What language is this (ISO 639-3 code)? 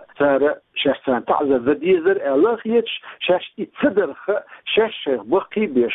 che